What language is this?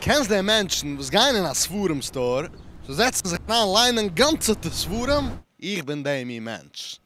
Yiddish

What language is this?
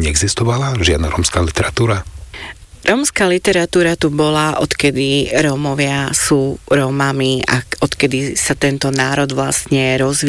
Slovak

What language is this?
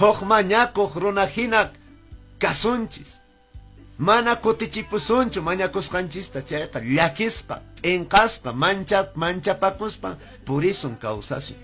Quechua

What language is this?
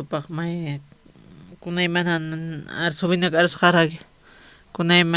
Aymara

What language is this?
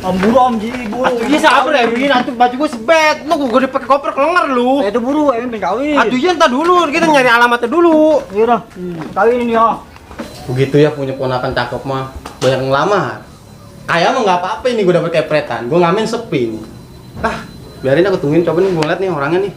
Betawi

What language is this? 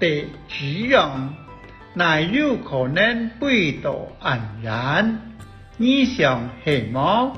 Hakka Chinese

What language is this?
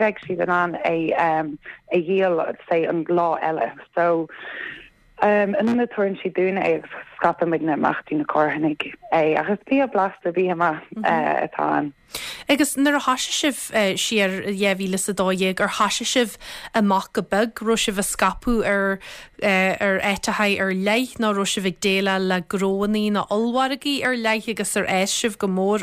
Irish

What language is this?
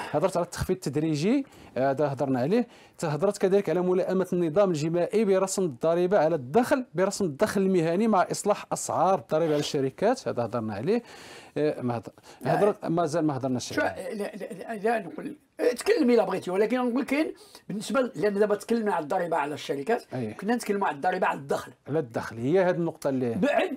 Moroccan Arabic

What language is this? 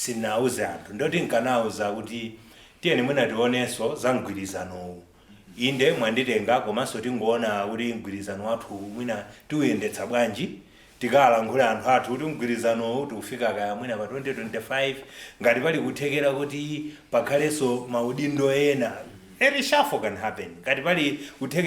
Nyanja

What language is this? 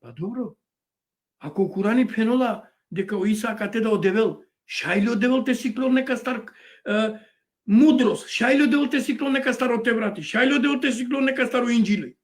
Balkan Romani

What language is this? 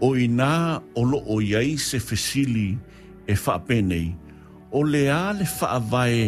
Samoan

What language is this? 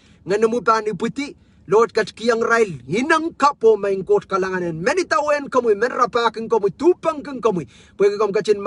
Pohnpeian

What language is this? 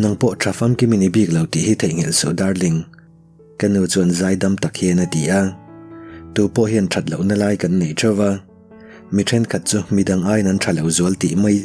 Mizo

